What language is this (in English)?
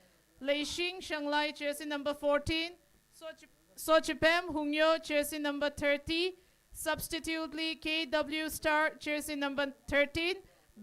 Tangkhul Naga (India)